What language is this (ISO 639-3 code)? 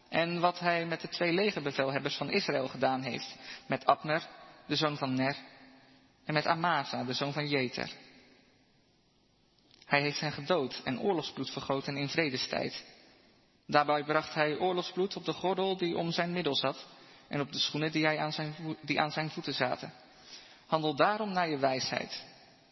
nld